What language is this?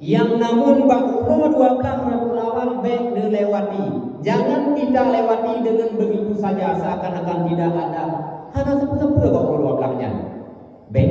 Achinese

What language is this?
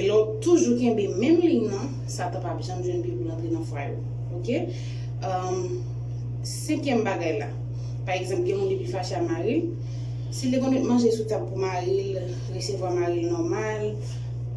Haitian Creole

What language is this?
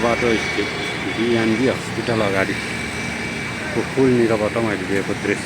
Nepali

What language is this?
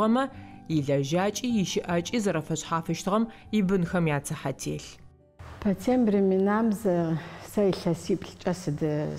Adyghe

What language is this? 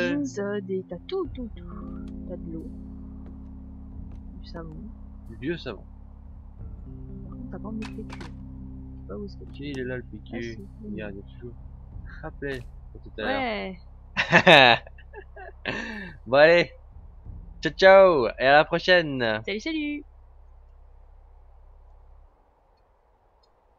French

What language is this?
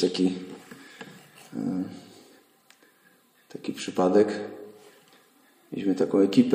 Polish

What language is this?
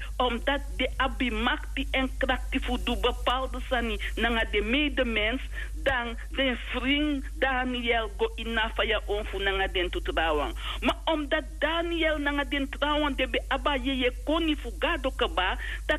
Sranan Tongo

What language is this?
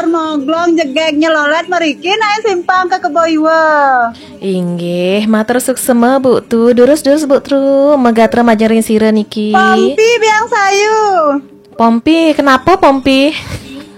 Balinese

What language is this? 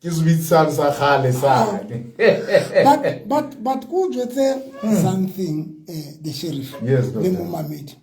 Southern Sotho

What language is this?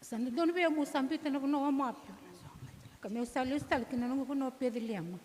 Fijian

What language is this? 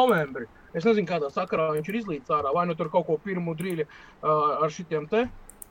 Latvian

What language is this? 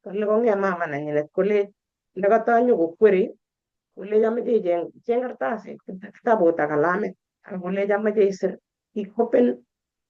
Kalenjin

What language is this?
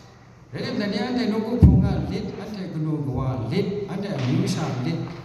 Kachin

